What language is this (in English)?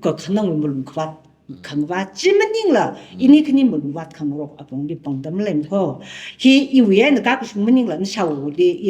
Tangkhul Naga (India)